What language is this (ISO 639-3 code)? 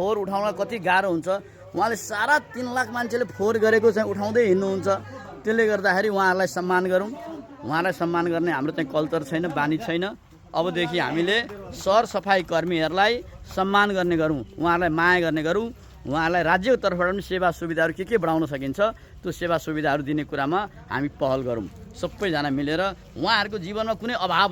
nep